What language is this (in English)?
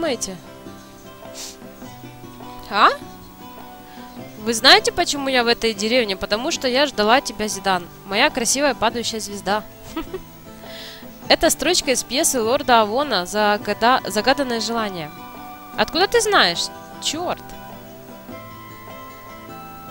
Russian